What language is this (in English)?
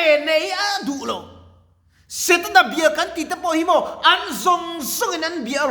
Mizo